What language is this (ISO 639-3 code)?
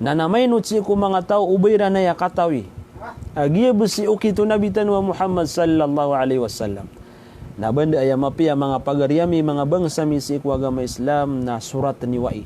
mrw